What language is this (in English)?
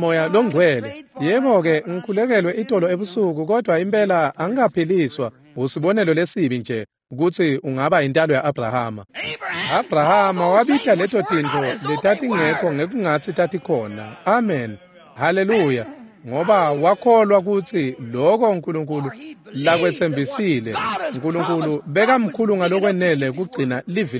Swati